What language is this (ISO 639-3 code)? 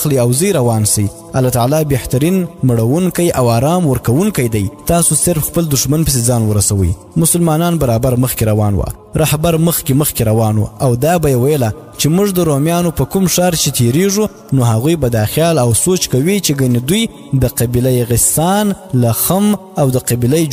pus